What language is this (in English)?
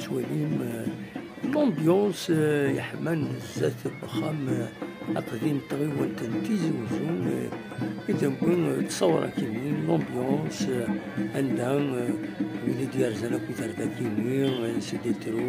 Kabyle